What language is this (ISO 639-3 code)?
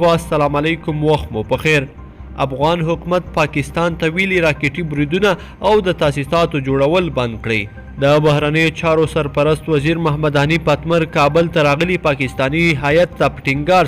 pus